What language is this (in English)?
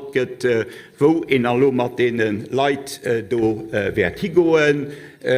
Luxembourgish